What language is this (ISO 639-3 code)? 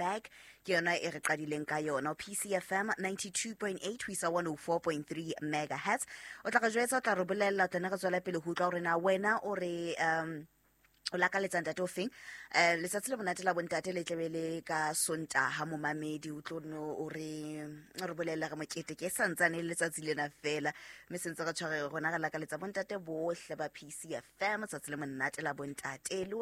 sot